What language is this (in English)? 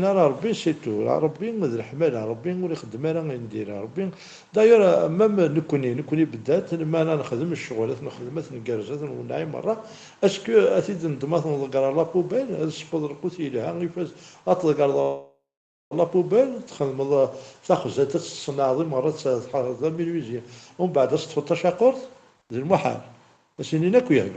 Kabyle